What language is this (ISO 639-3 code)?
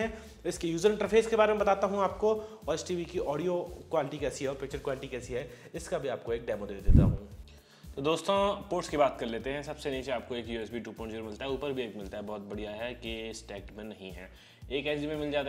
hin